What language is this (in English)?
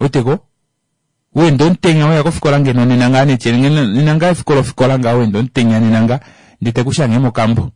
Kuanyama